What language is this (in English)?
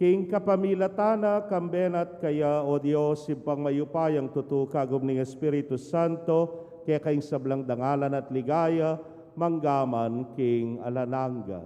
Pampanga